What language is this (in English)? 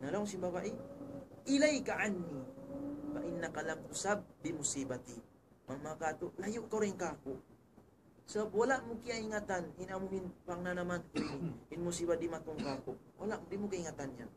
Tausug